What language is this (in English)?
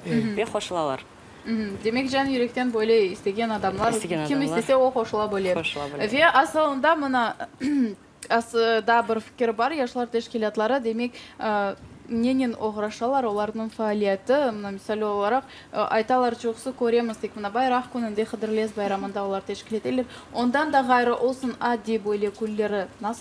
Crimean Tatar